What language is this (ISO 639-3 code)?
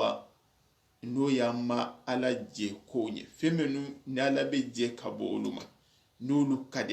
snk